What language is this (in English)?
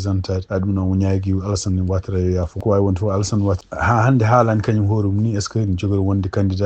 Fula